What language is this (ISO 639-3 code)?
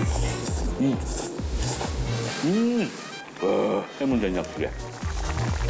kor